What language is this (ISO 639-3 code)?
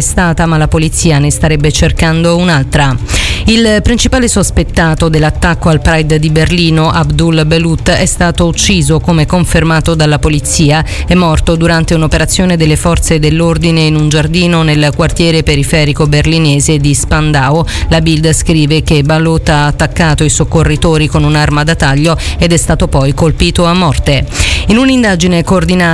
ita